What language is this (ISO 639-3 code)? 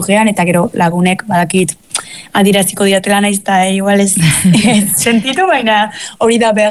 eus